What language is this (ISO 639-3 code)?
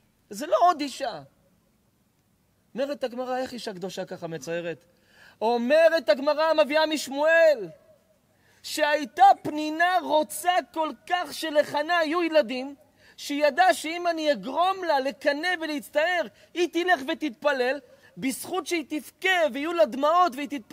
heb